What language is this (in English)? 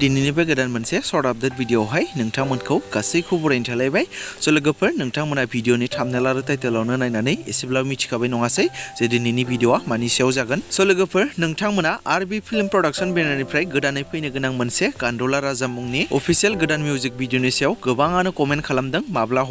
Bodo